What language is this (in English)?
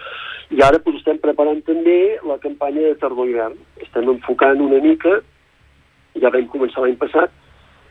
Catalan